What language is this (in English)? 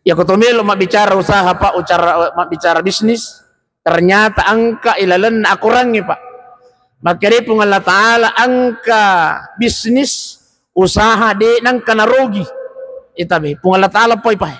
Buginese